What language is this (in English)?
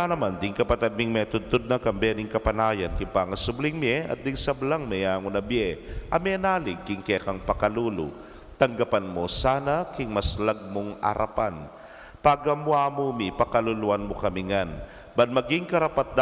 Pampanga